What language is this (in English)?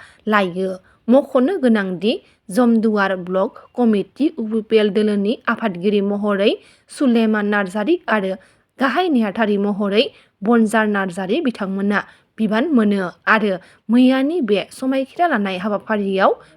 Bodo